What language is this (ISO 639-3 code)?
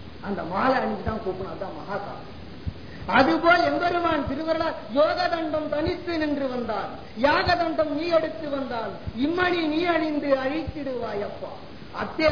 tam